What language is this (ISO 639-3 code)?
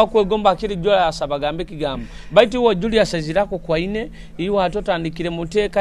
nyo